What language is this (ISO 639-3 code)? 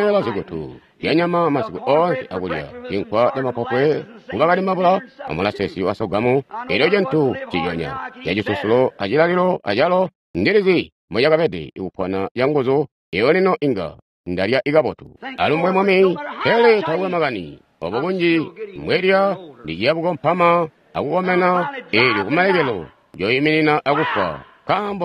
toi